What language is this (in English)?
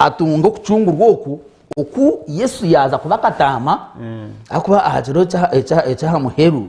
Nyankole